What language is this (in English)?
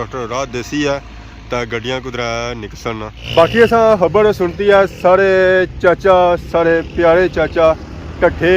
Pahari-Potwari